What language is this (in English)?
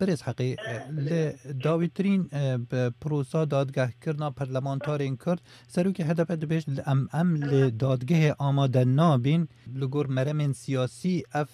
Kurdish